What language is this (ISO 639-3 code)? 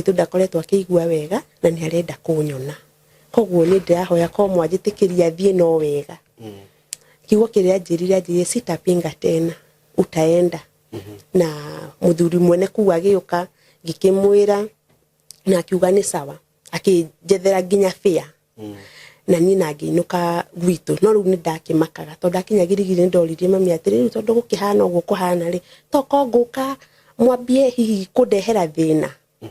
kik